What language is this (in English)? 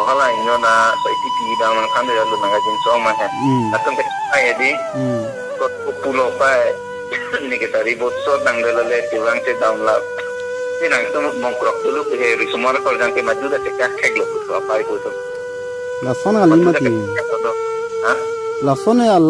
Karbi